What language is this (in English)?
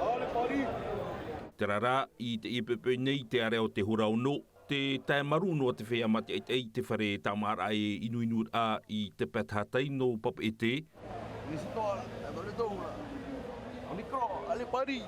Tahitian